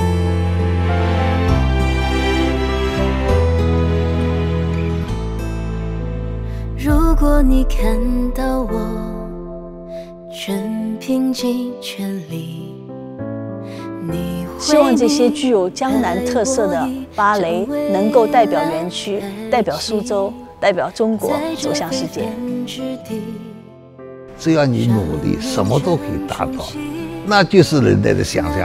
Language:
Chinese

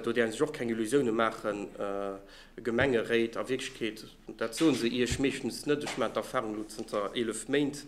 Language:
Luxembourgish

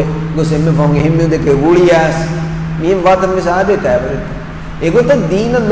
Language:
Divehi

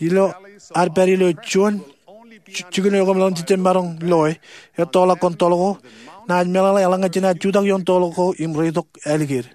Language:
Marshallese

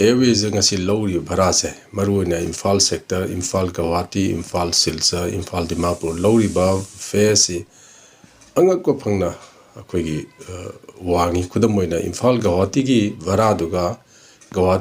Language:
Manipuri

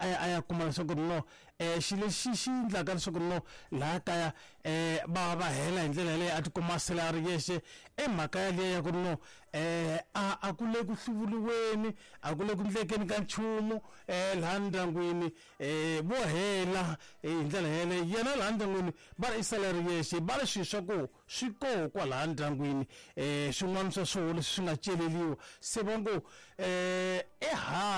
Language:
Tsonga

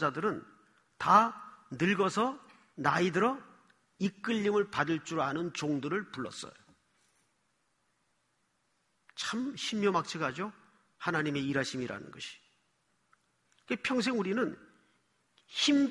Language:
Korean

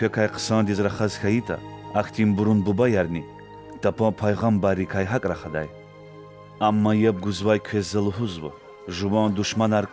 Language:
Lezghian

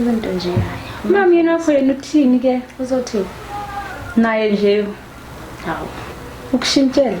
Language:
Zulu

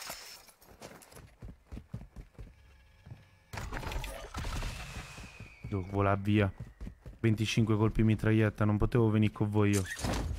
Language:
Italian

